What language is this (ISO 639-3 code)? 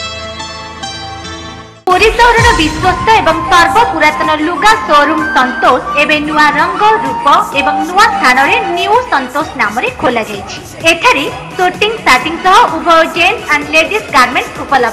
ori